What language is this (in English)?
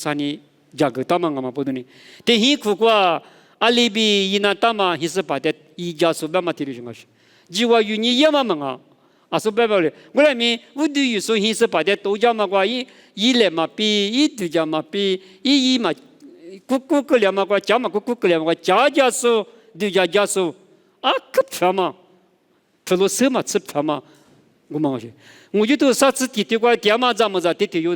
Lisu